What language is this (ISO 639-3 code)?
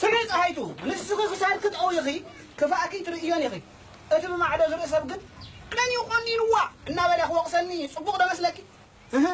tir